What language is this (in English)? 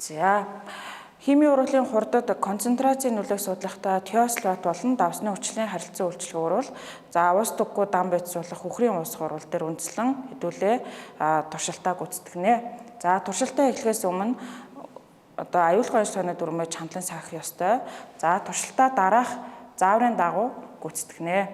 Mongolian